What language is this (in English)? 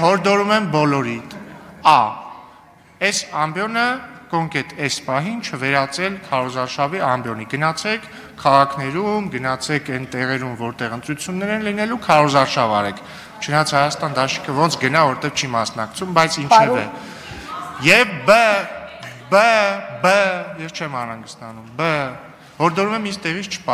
Armenian